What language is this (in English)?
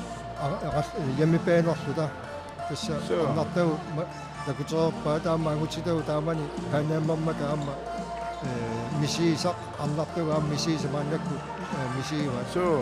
Kalaallisut